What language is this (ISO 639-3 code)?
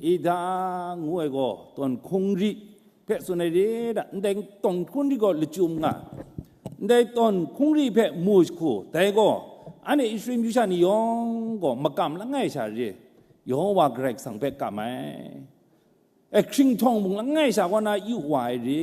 kac